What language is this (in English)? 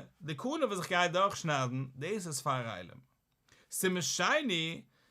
Yiddish